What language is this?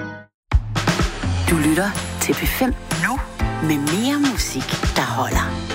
Danish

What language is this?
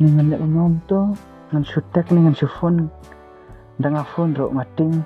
Khasi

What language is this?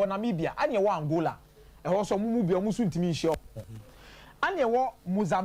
Akan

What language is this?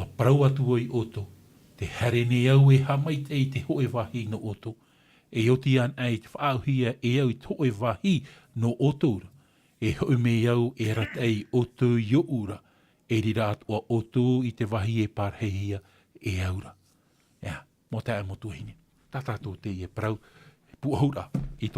Tahitian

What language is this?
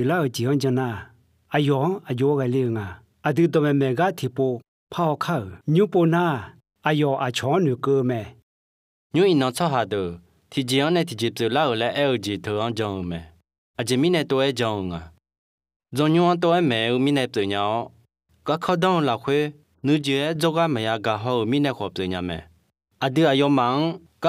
Akha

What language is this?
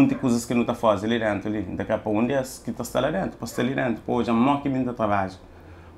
Kabuverdianu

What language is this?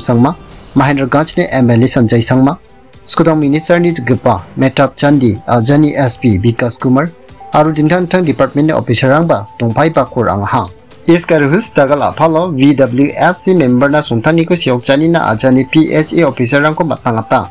Garo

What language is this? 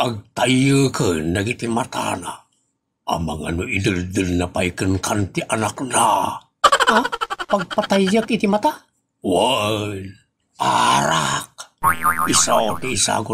Iloko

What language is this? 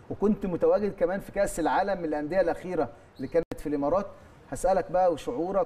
Egyptian Arabic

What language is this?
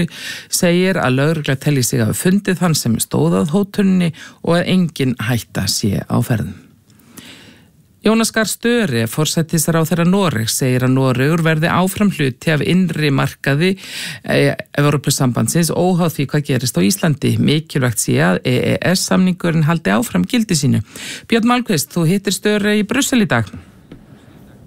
Icelandic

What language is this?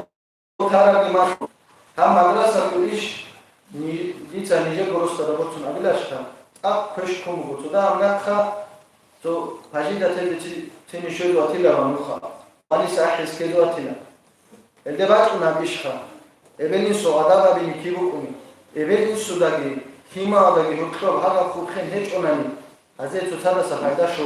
Avaric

